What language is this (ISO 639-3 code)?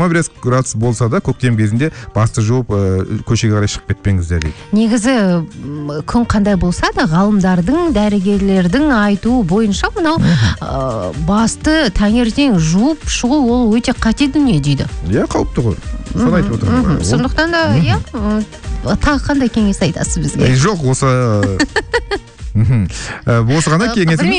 kaz